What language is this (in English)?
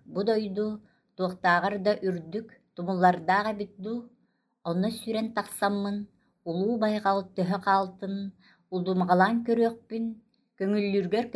Yakut